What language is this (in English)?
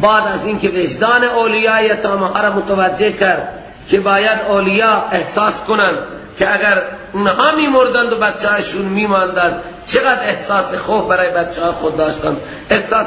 Persian